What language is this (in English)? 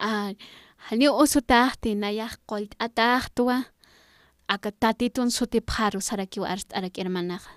Aymara